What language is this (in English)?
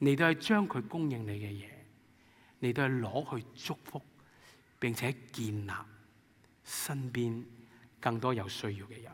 Cantonese